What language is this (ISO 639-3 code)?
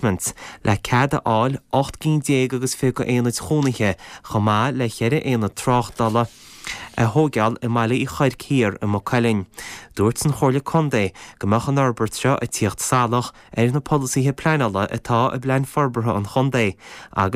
gle